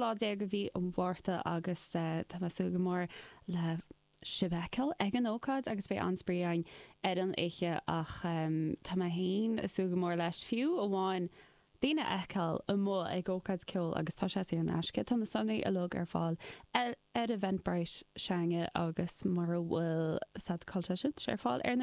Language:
Irish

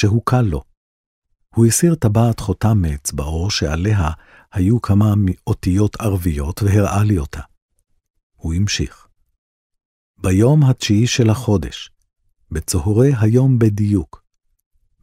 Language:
Hebrew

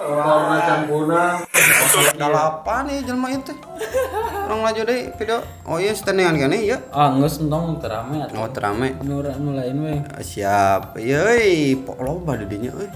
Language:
Sundanese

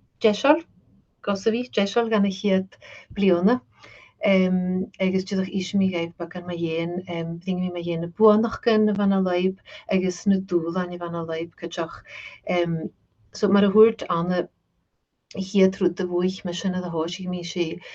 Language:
Scottish Gaelic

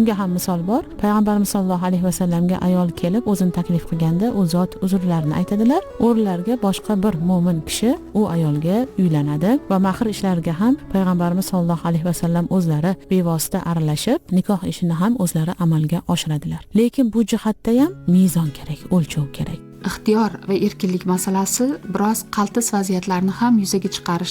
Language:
Uzbek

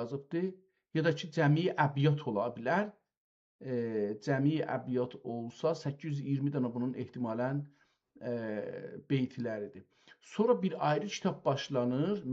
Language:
South Azerbaijani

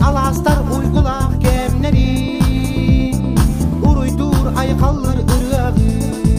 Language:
Yakut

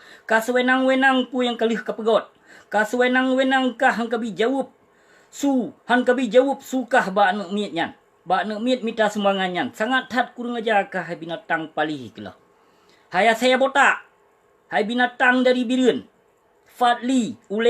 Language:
Achinese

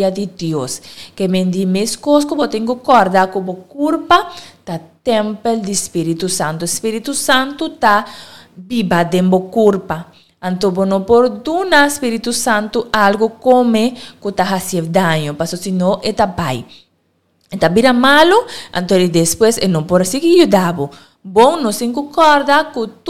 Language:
Papiamento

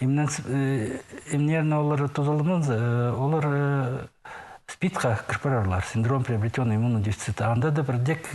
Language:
Khakas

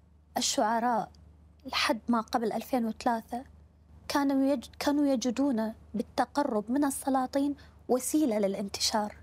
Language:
Mesopotamian Arabic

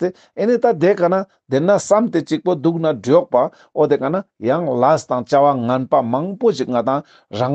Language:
Ladakhi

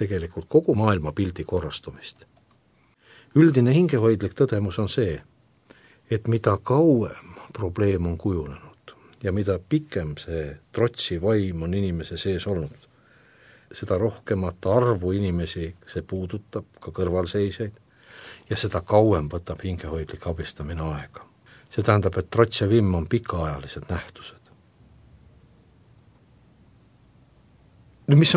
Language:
Estonian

